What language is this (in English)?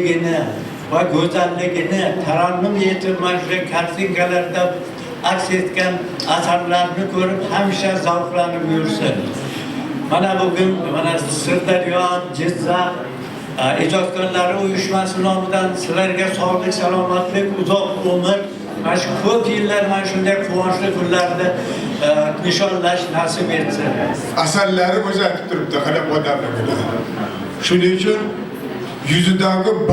Uzbek